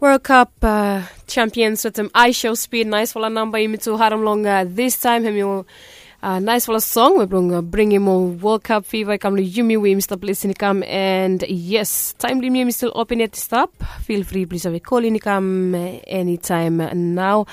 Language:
Bislama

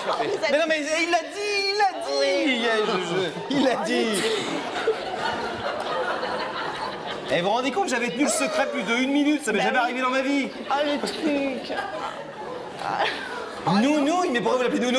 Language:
French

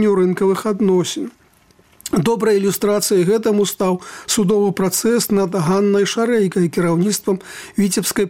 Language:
Belarusian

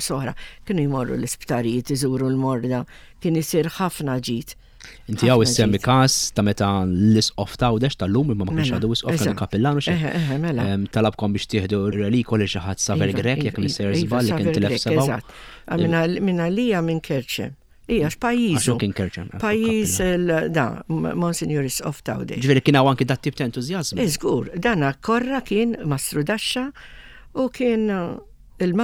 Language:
Maltese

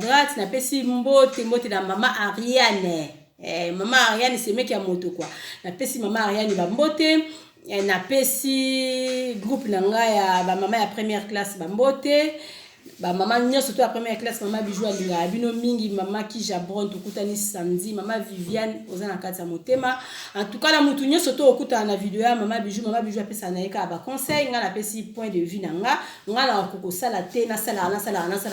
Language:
Lingala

